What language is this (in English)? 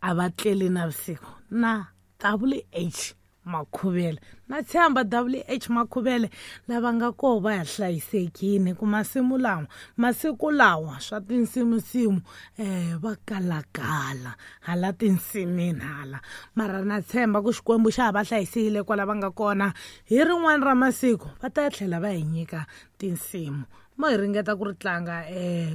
Tsonga